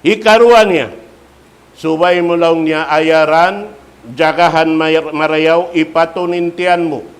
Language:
Tausug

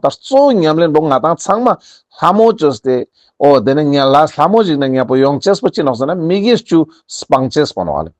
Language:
Ladakhi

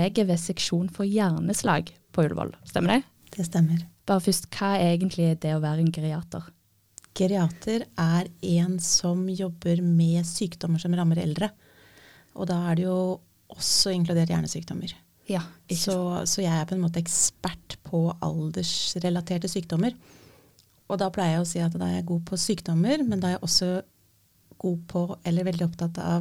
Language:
Norwegian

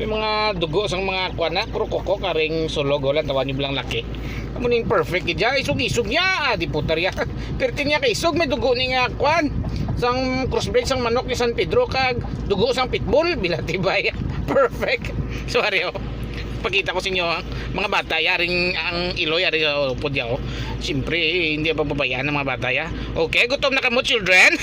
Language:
Hiligaynon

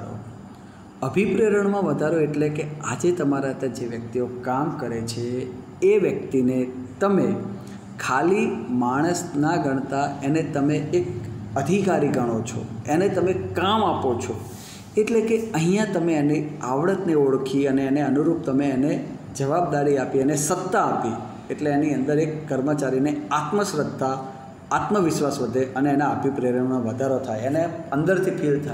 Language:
Gujarati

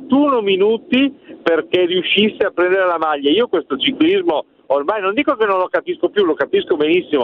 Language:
Italian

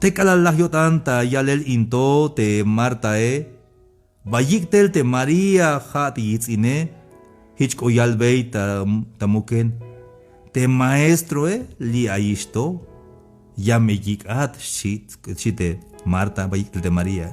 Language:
Tzeltal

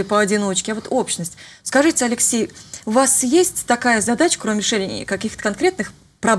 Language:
Russian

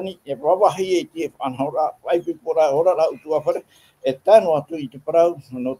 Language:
Tahitian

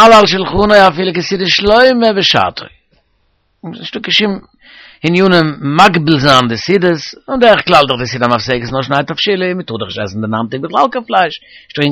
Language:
Yiddish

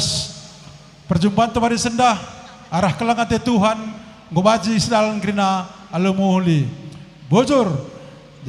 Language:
Batak Karo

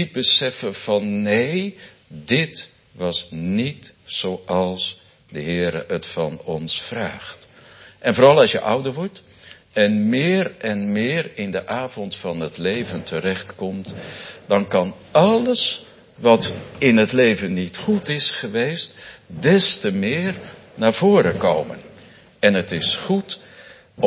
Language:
Dutch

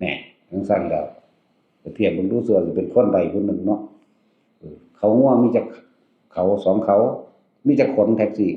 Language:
Northeastern Thai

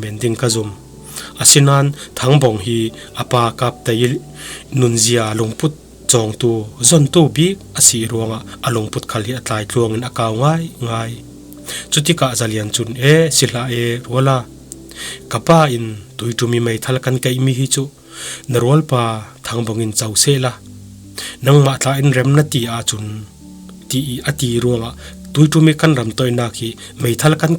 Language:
Falam Chin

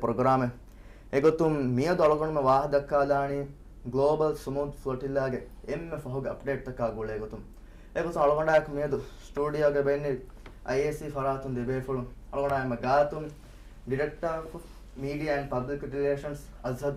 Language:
Divehi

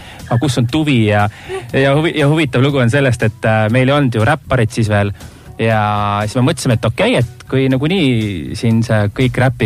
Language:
Estonian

